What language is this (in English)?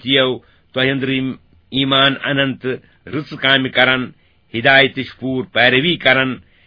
Kashmiri